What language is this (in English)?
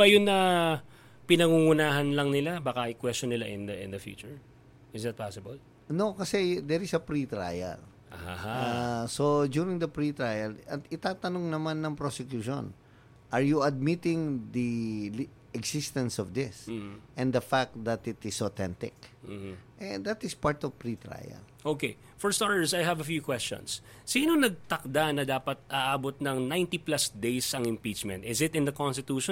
Filipino